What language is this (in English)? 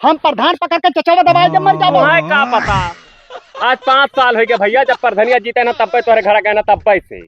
Awadhi